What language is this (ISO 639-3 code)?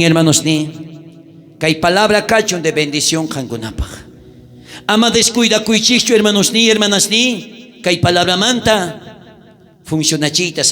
quh